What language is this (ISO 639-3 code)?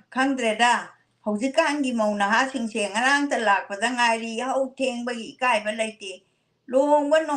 mni